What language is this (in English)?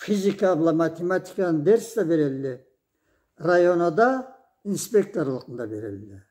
Karachay-Balkar